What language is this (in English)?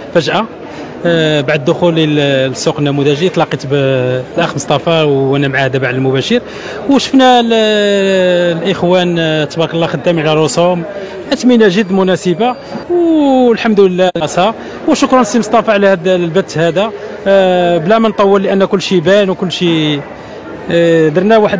Moroccan Arabic